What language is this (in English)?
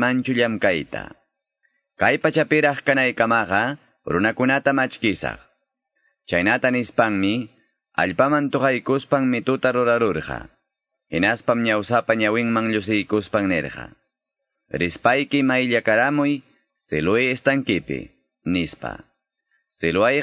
Quechua